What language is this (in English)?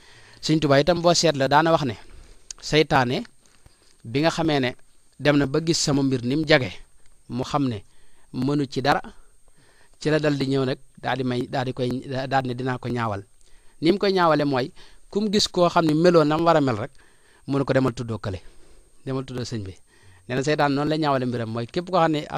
Wolof